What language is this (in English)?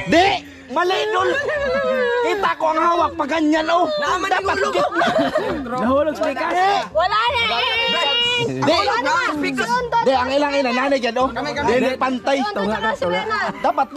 Filipino